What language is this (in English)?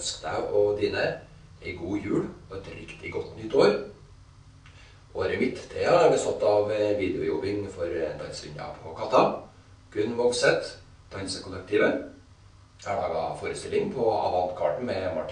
Norwegian